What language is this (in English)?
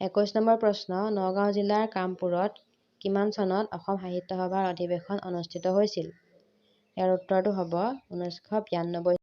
Assamese